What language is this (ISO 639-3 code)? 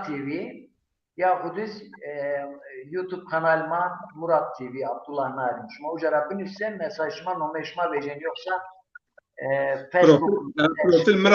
zza